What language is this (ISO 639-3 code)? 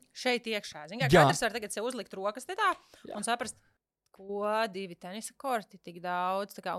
lav